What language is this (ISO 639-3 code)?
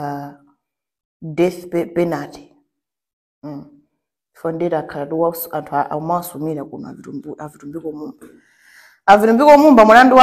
nya